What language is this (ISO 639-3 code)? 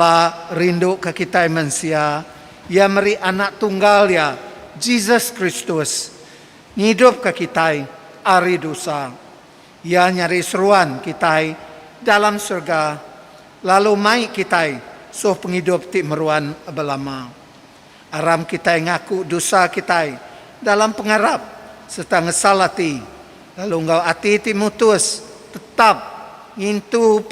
iba